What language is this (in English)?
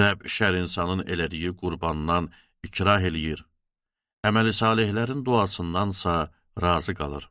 Azerbaijani